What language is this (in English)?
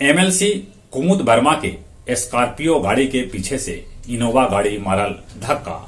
Magahi